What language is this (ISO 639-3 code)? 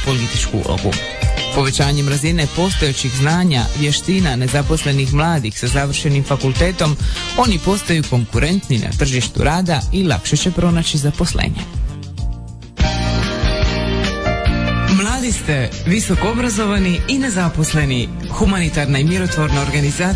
hrv